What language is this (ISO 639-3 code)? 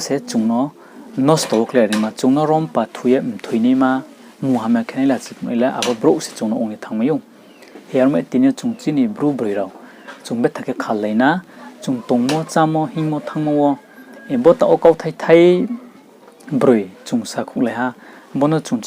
ria